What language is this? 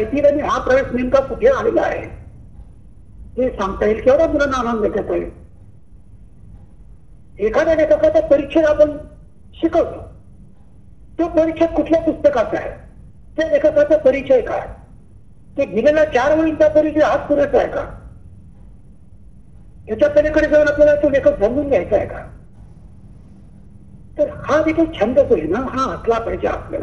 Marathi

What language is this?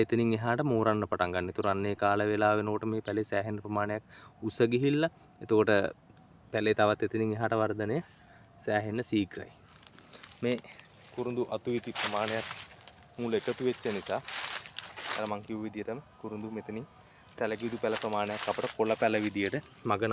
Sinhala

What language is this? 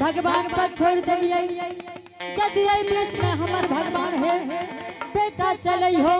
Angika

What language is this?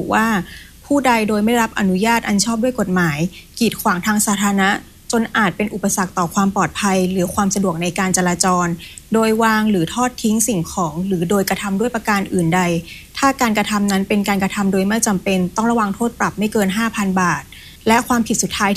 Thai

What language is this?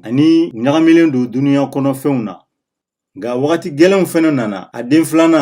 Bambara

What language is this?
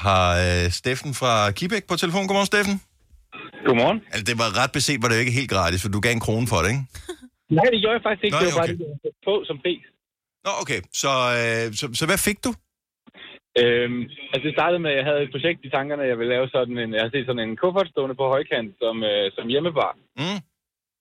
Danish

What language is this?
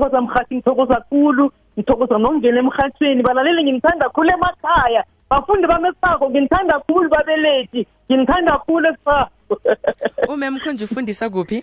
South Ndebele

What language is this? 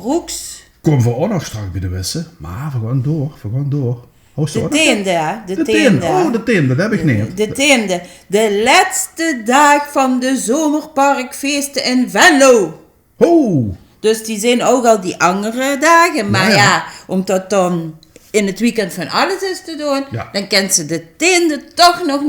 Limburgish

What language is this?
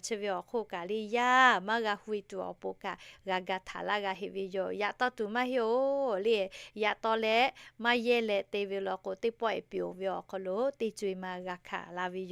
Lahu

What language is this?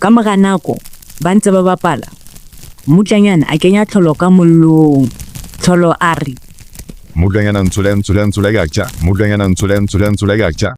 Southern Sotho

